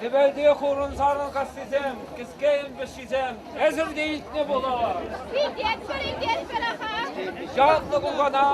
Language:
Chuvash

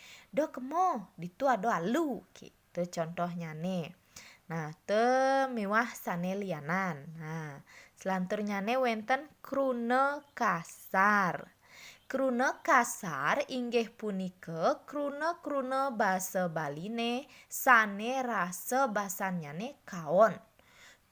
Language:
Balinese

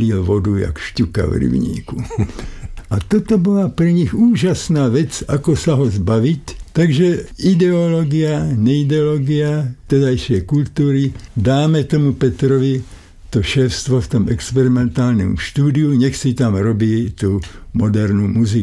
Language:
Slovak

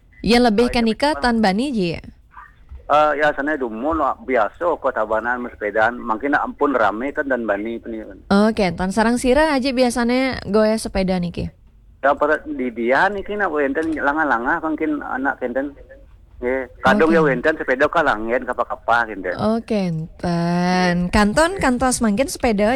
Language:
Balinese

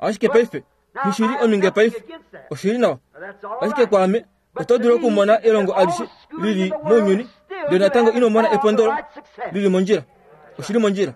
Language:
Kuanyama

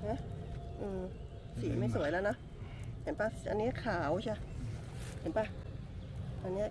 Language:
Thai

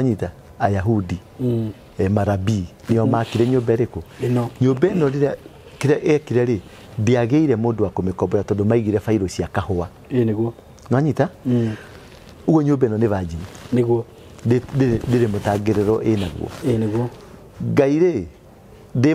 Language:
Kikuyu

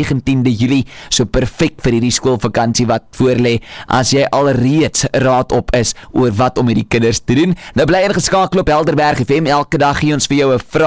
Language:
Afrikaans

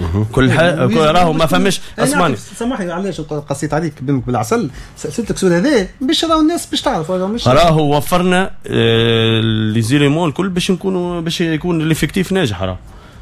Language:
Tunisian Arabic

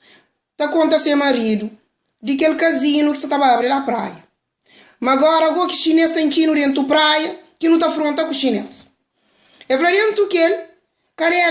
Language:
Kabuverdianu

